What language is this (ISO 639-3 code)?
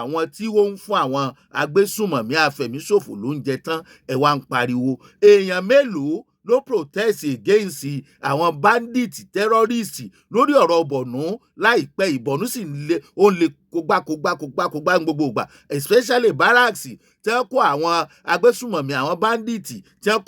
yor